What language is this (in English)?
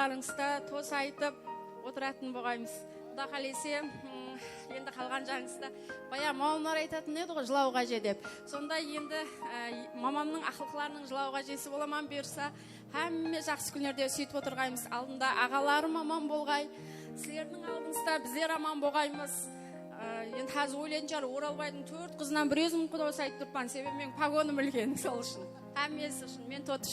Kara-Kalpak